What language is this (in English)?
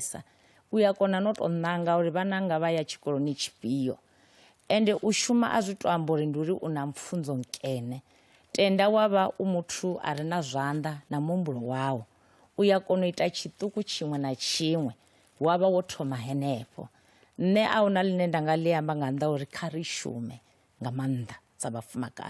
Venda